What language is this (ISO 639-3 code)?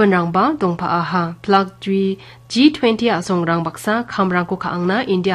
grt